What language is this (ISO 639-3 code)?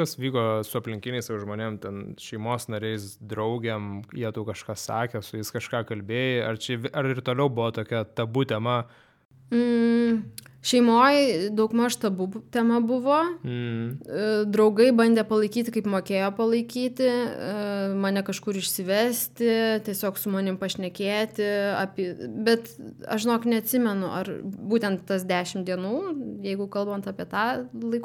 lit